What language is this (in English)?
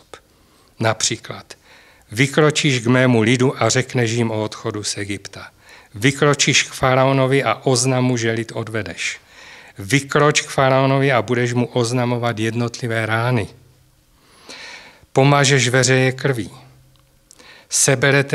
Czech